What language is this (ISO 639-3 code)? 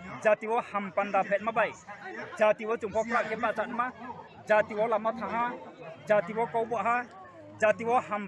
trp